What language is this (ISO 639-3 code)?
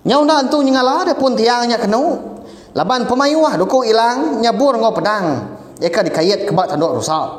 iba